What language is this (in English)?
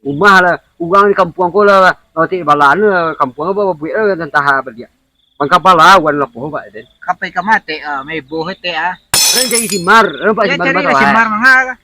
Minangkabau